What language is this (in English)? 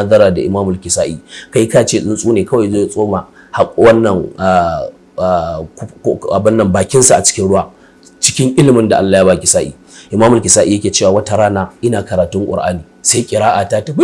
Hausa